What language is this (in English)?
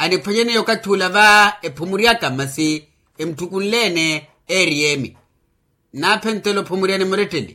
Makhuwa